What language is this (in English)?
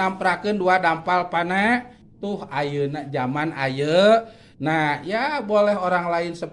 Sundanese